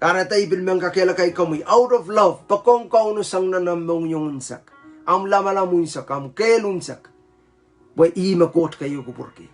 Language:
Pohnpeian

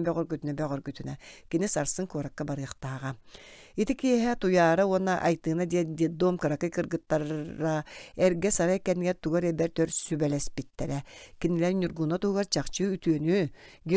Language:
Yakut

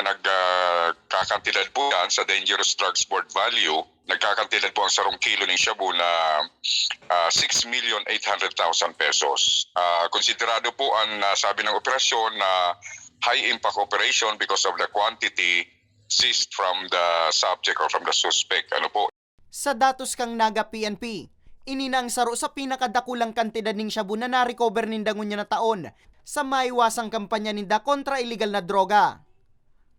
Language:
Bikol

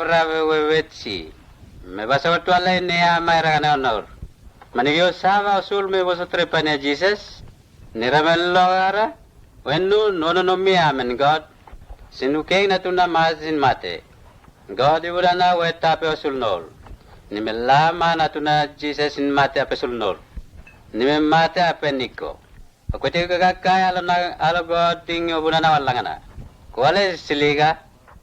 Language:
Mota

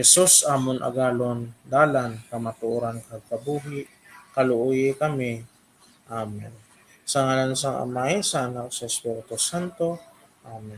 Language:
Hiligaynon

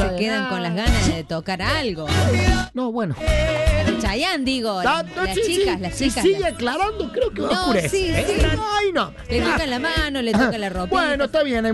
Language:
Spanish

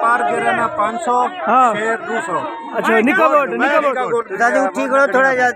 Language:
Saraiki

